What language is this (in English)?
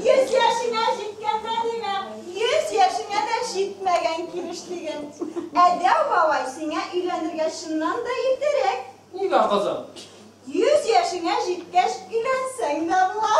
Bashkir